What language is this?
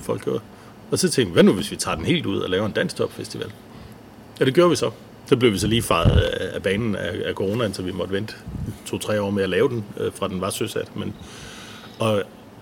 Danish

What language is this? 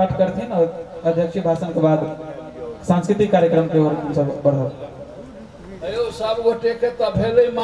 Maithili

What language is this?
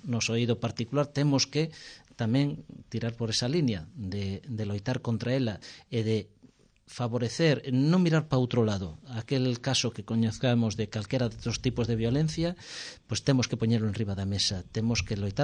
Galician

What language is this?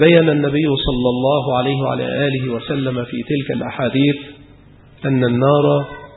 Arabic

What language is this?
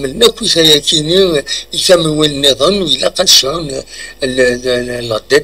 Kabyle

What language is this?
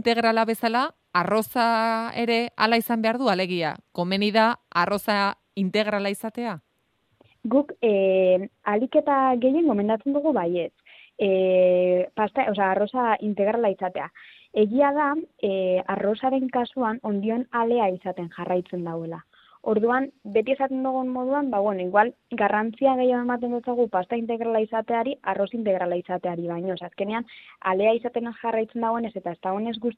Basque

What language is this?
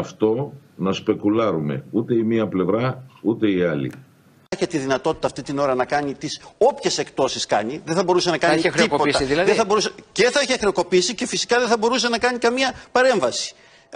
Greek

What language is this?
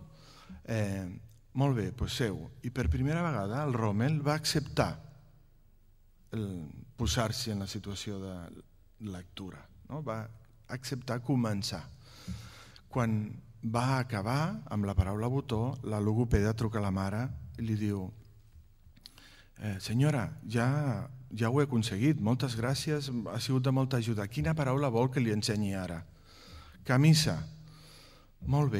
Catalan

